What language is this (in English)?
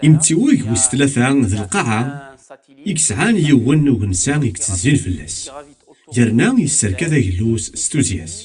Kabyle